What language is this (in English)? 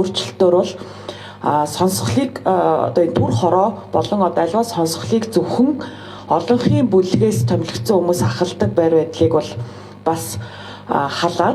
Mongolian